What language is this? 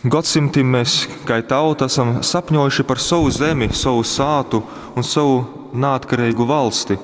Latgalian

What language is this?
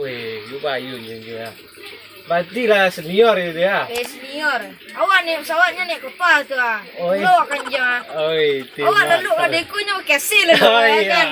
Minangkabau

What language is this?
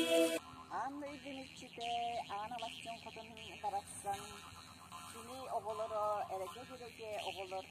Yakut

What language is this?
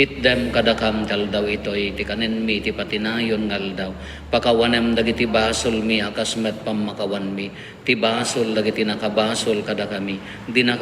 Iloko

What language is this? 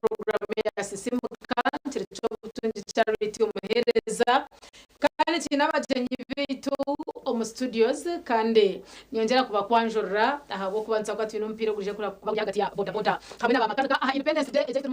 Nyankole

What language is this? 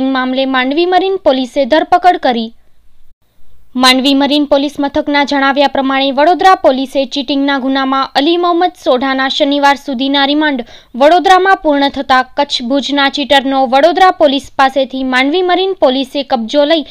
Gujarati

